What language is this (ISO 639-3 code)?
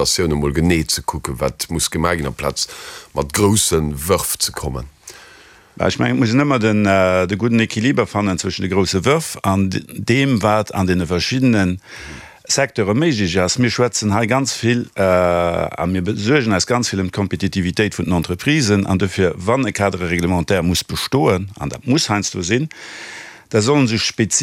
ltz